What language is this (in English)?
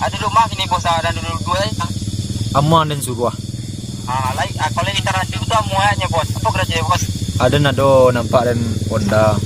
Minangkabau